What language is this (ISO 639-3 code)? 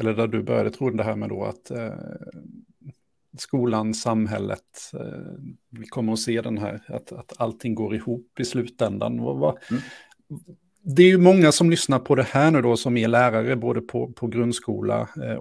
swe